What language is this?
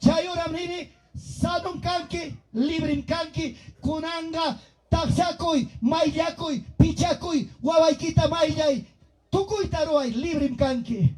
Ayacucho Quechua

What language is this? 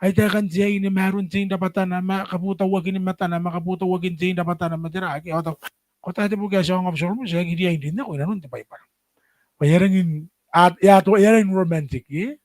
Gilbertese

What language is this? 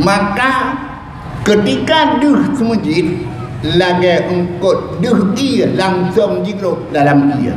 Achinese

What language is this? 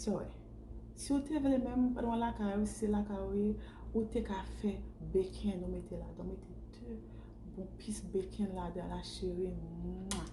Haitian Creole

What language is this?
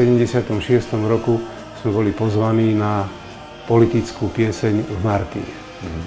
Slovak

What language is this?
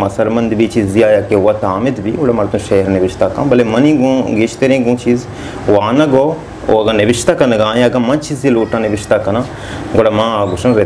Baluchi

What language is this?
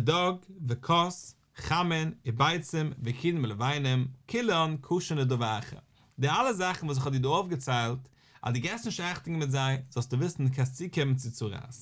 Yiddish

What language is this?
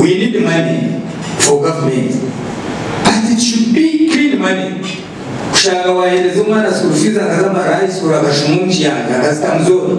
Nyankole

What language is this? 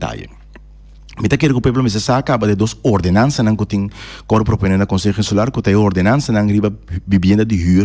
Papiamento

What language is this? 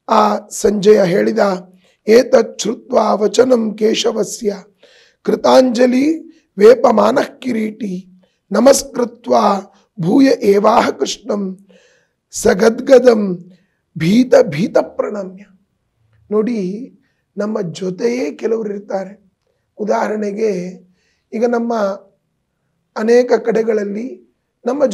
Kannada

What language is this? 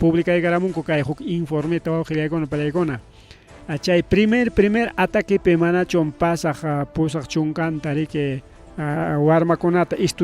Ayacucho Quechua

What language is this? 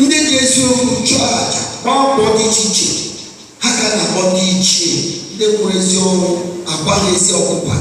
Igbo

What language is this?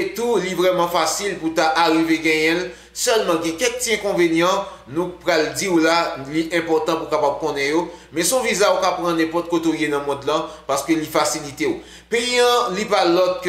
Haitian Creole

